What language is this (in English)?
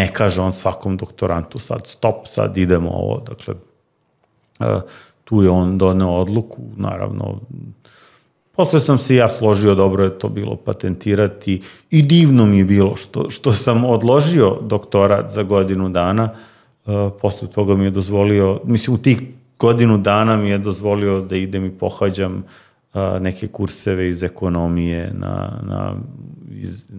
Serbian